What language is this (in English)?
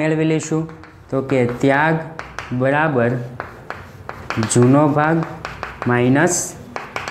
Gujarati